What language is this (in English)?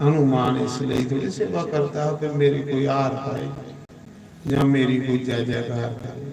Dogri